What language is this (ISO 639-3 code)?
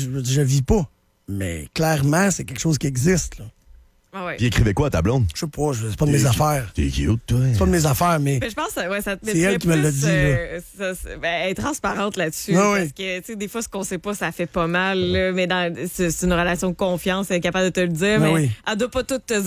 fra